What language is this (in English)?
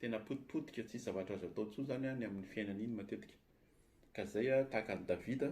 Malagasy